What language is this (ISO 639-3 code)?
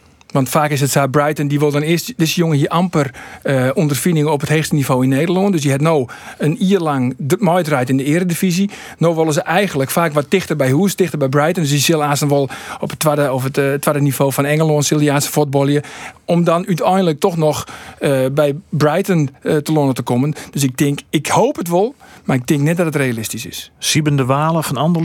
fry